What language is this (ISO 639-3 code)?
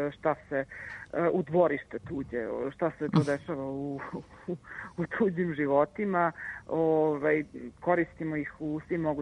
srp